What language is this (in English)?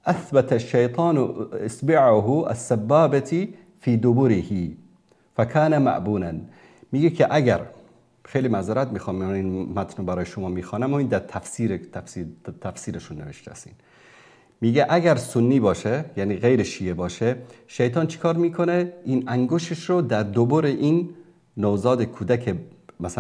Persian